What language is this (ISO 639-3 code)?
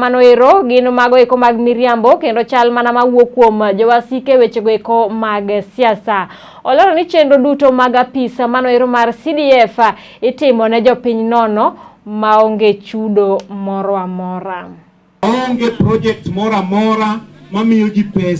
luo